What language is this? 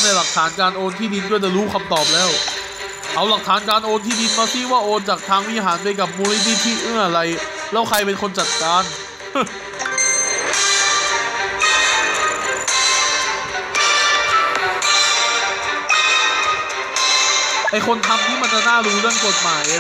Thai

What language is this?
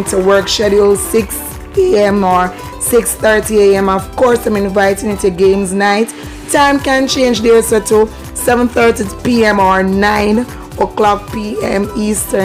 Jamaican Creole English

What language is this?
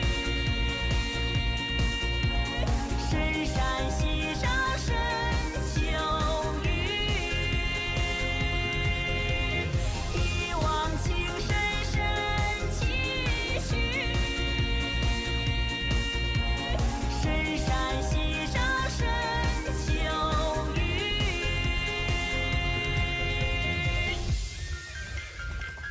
Chinese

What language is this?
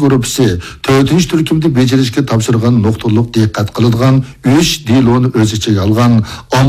Uyghur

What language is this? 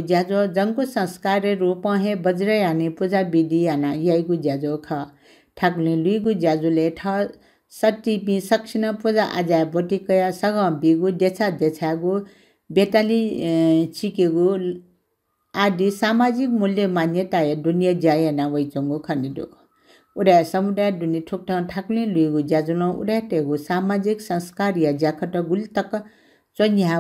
Newari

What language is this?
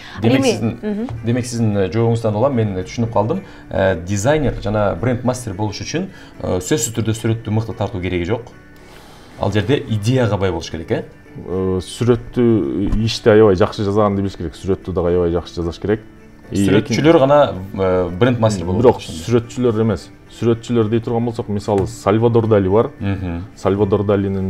Kyrgyz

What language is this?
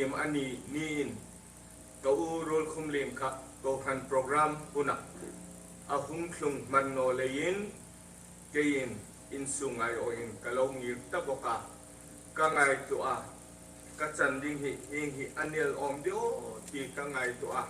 Hmar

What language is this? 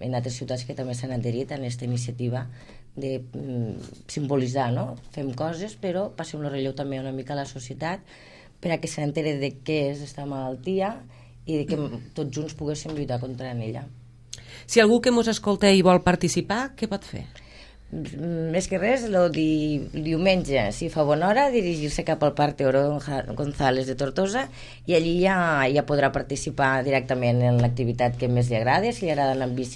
Catalan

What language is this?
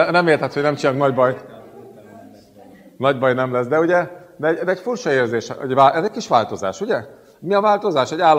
Hungarian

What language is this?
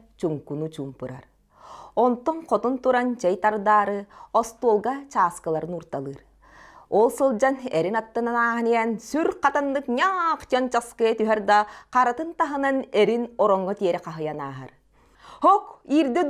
Yakut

